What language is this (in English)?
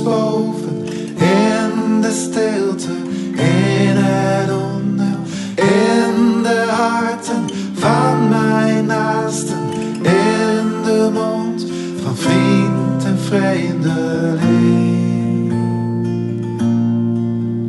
Dutch